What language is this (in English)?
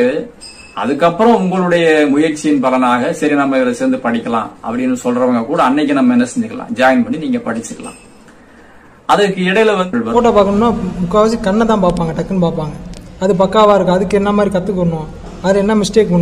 Tamil